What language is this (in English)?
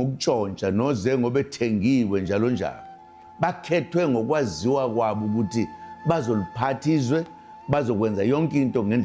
Zulu